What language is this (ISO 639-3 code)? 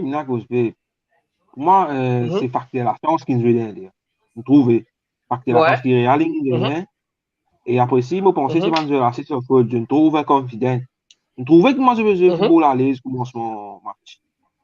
mfe